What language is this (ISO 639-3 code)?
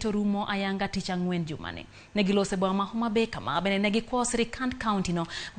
luo